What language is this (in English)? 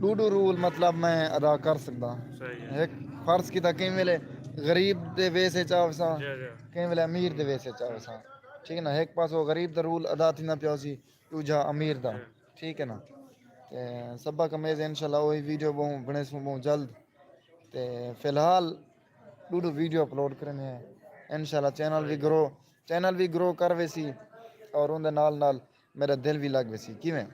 Saraiki